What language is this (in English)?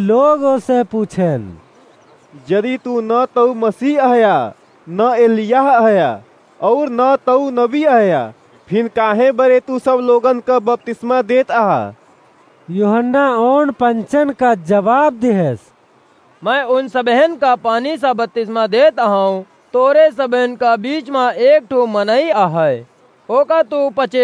Awadhi